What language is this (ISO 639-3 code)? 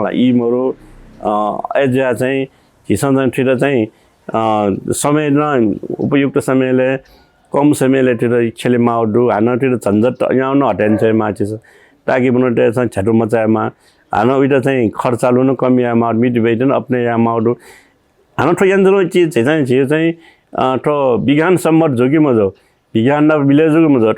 new